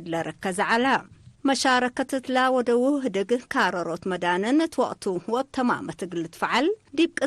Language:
Tigre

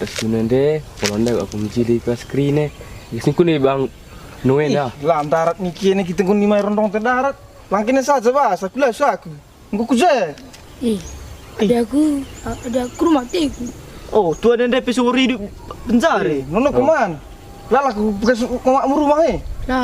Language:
Batak Karo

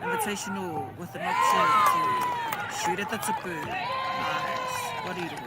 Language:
Māori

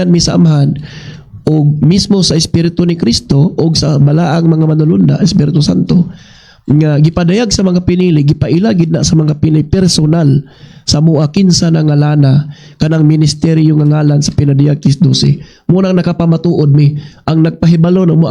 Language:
Cebuano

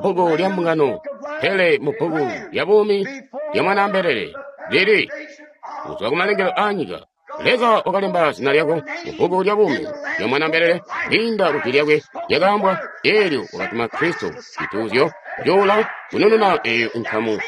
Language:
Tonga (Zambia)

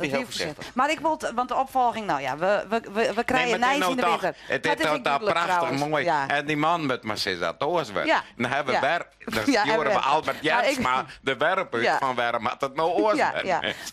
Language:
Western Frisian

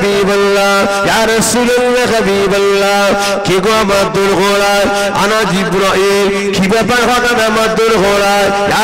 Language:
Bangla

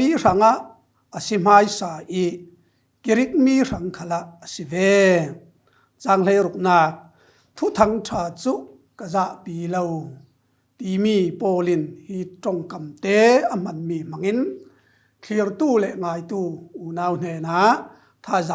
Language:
Falam Chin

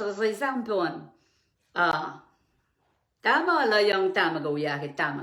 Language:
Pohnpeian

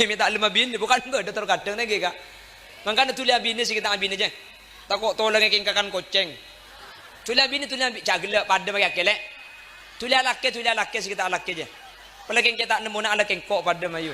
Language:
Madurese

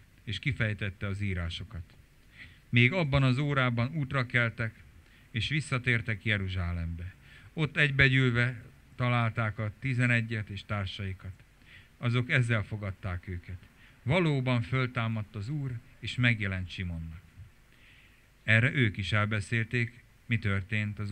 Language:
Hungarian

